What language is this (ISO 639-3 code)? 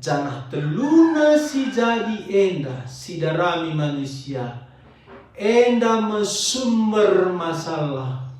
btx